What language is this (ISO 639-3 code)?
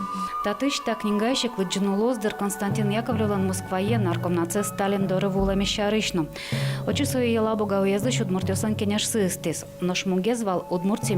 udm